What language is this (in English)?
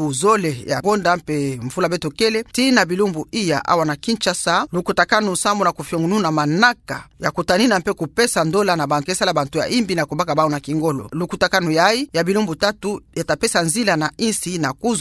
Kituba (Democratic Republic of Congo)